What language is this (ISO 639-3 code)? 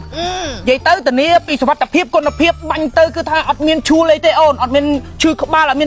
khm